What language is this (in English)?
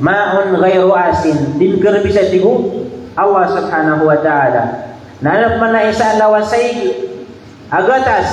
Maranao